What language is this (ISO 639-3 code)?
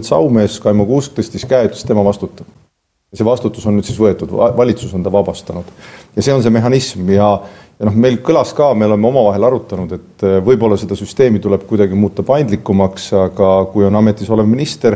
est